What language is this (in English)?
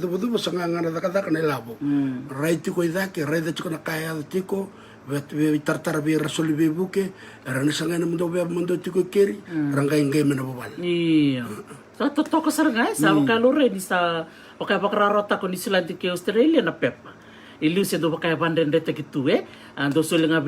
Fijian